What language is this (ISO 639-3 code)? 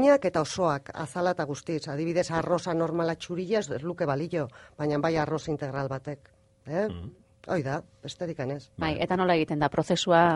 eus